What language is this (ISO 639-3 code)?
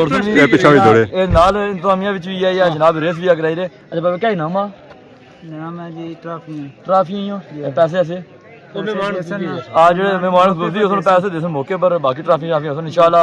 phr